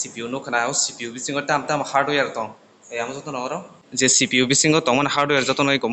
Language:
Kok Borok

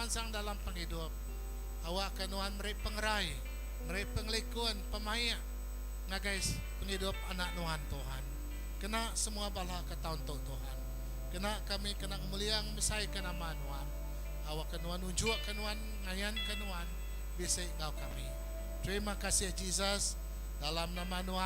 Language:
Iban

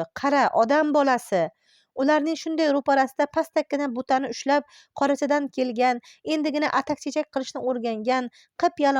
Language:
Uzbek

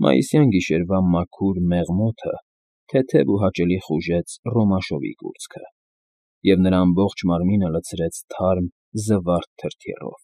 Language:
Armenian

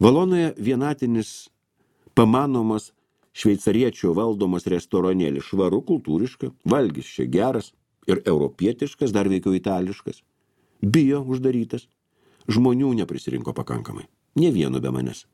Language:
Lithuanian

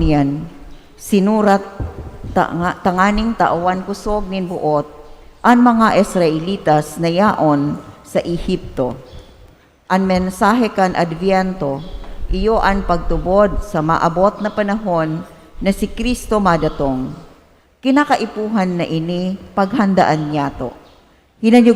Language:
Bikol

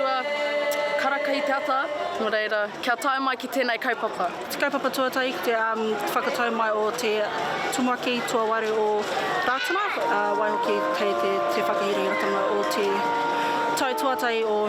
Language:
Māori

